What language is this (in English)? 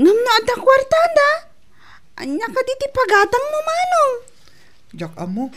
Iloko